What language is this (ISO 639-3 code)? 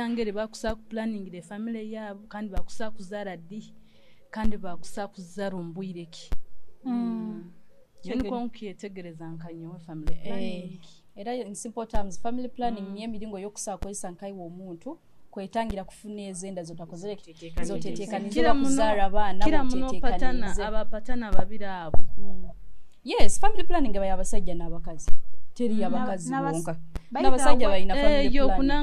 nyo